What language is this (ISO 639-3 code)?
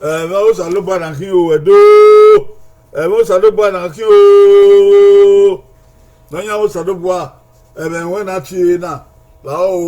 bin